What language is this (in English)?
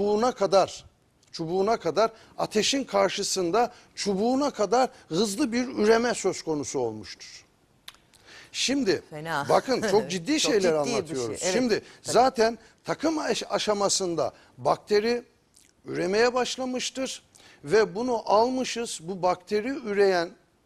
Turkish